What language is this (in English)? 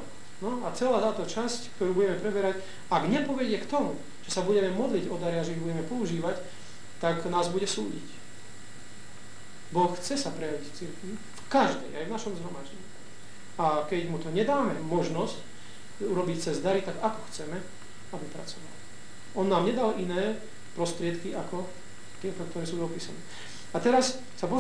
Slovak